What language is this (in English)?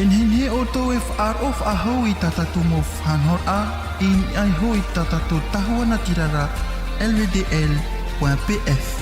Tahitian